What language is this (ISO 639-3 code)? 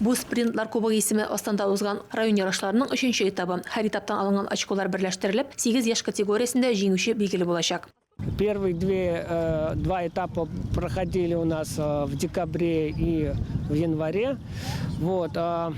tat